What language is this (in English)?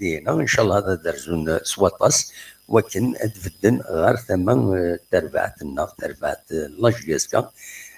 Kabyle